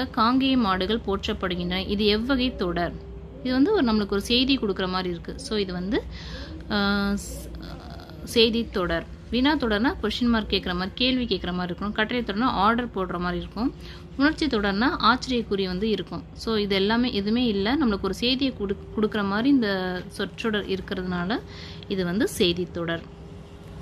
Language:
Tamil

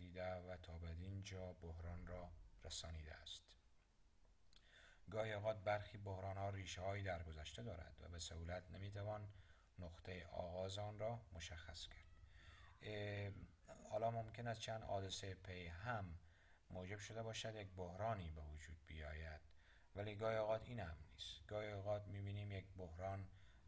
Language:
Persian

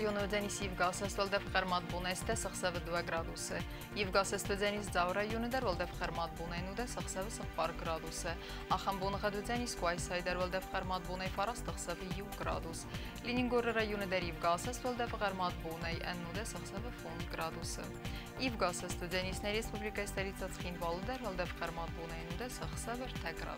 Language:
Ossetic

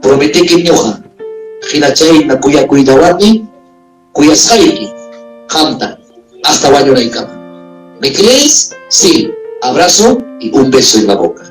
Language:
Ayacucho Quechua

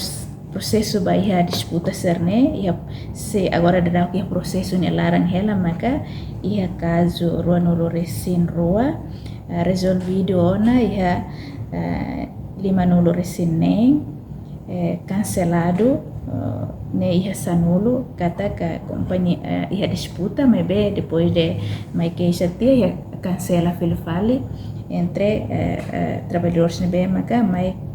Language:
Tetum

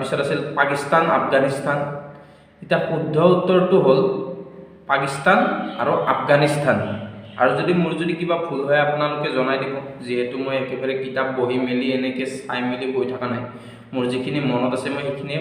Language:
Assamese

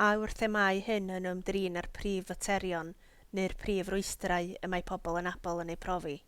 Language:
Welsh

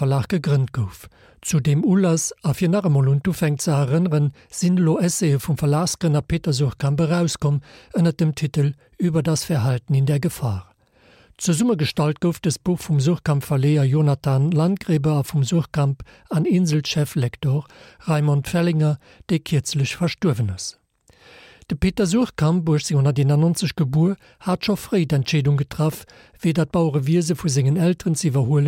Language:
Luxembourgish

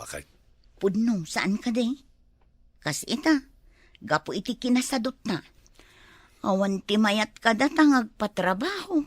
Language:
Iloko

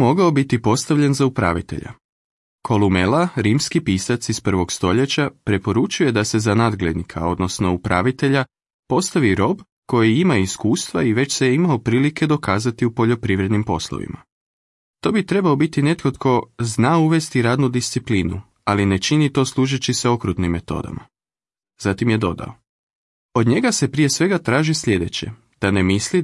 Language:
Croatian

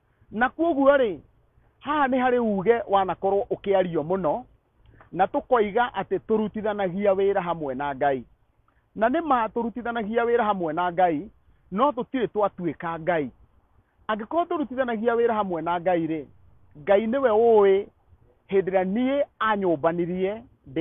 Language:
Kikuyu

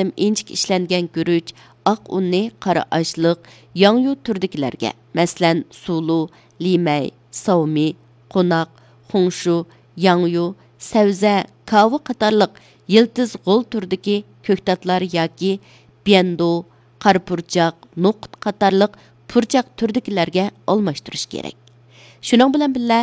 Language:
Uyghur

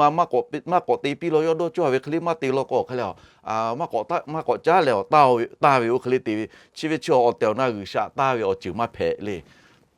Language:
Lahu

